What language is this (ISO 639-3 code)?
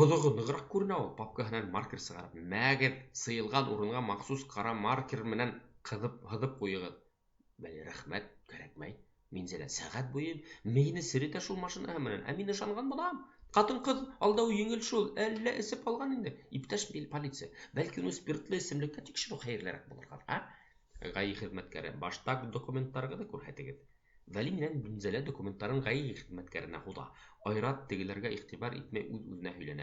bak